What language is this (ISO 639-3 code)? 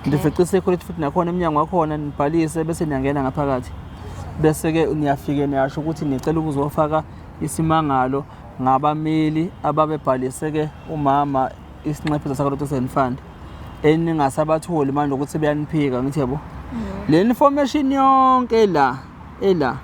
zul